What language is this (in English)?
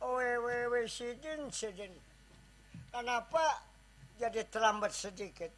Banjar